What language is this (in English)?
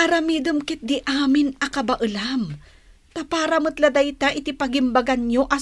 Iloko